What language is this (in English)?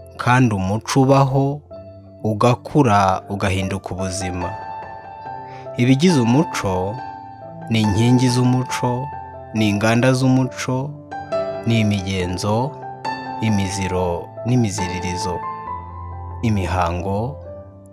Kinyarwanda